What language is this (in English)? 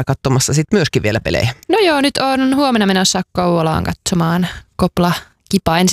Finnish